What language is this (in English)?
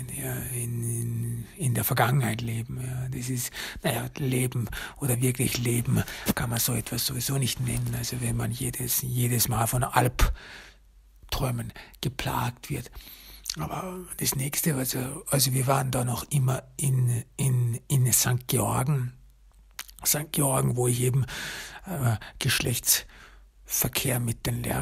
German